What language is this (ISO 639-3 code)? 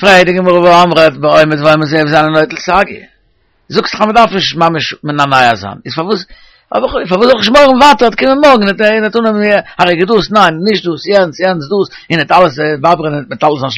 yid